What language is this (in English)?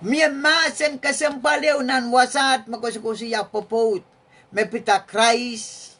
Pohnpeian